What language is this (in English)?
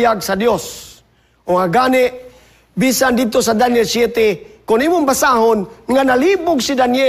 Cebuano